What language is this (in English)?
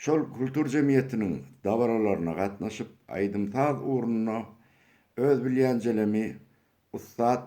Turkmen